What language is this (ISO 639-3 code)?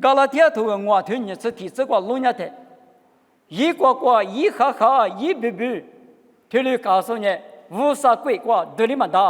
lis